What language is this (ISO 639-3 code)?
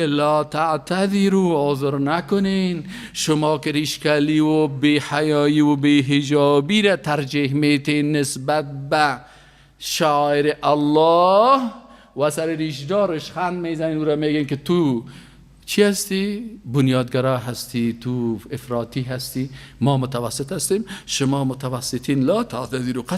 fas